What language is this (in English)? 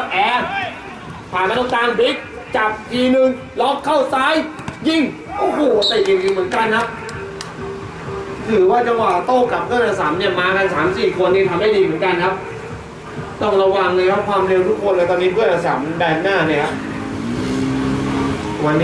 Thai